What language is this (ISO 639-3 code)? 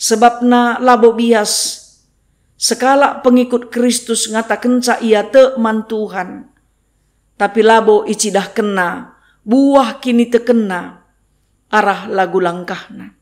btx